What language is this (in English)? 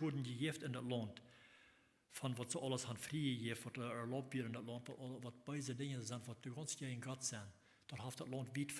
Plautdietsch